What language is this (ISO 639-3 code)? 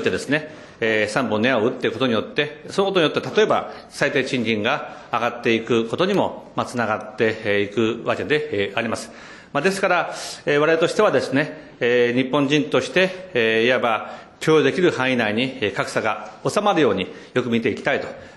jpn